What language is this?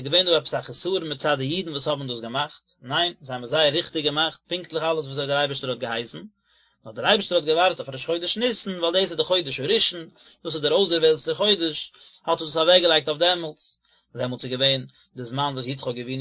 Yiddish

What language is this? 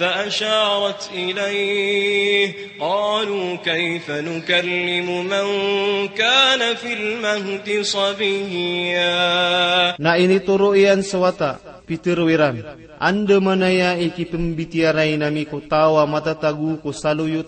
Maranao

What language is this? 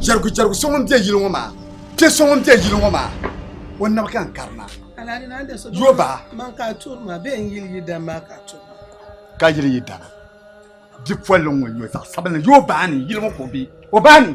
Dagbani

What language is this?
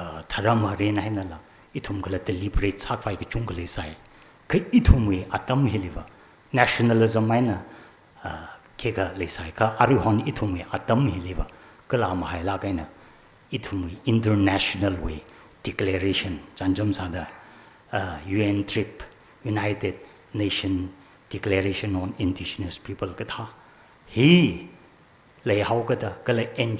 Tangkhul Naga (India)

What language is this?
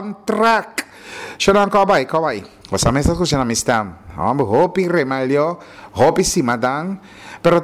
Papiamento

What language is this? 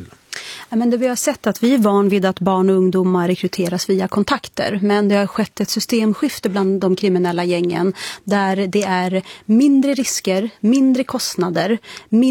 Swedish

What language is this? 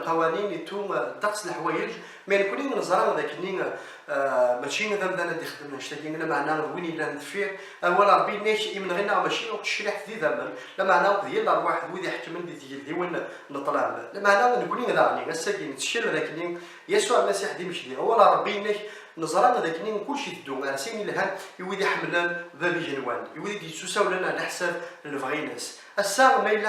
Kabyle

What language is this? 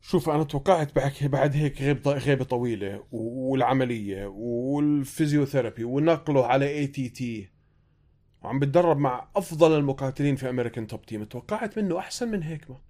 North Levantine Arabic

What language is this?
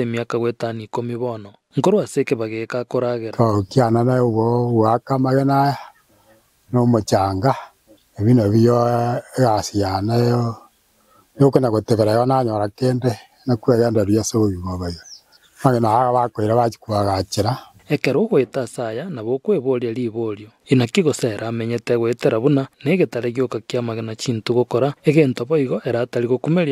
Gusii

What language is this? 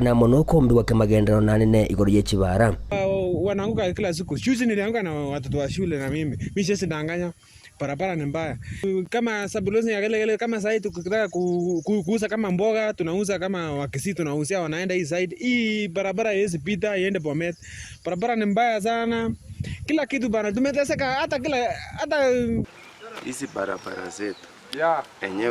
Gusii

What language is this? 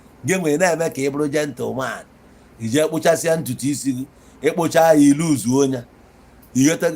Igbo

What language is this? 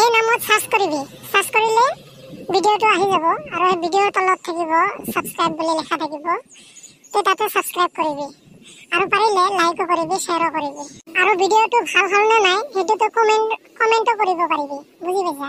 Assamese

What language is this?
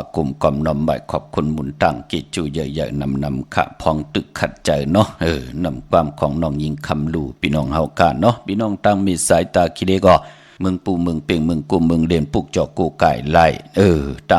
Shan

